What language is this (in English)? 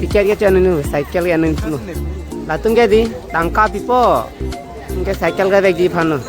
Karbi